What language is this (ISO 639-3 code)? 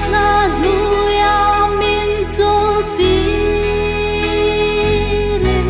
hmr